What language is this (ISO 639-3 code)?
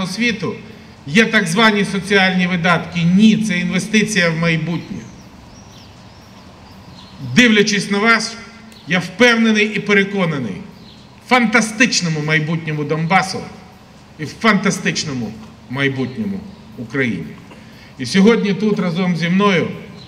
ukr